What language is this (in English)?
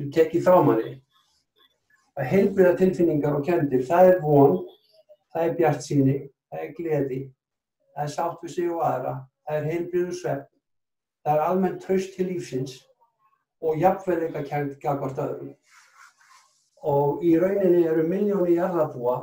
Icelandic